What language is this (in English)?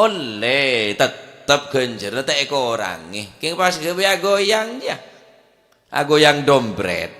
Madurese